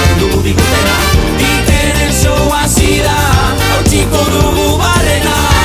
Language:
Basque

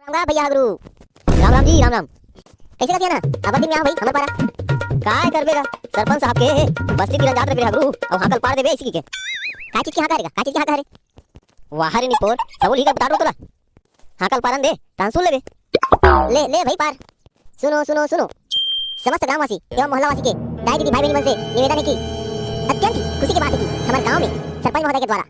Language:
Chhattisgarhi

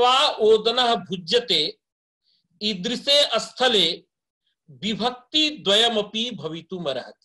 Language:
Sanskrit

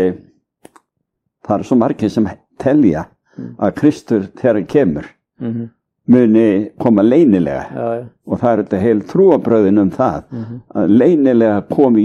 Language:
Icelandic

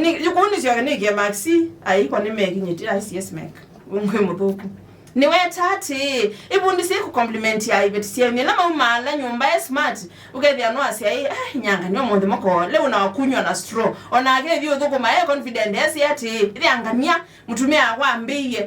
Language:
Kamba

